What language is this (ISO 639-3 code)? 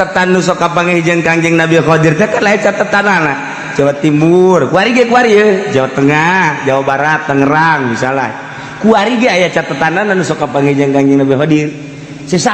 sun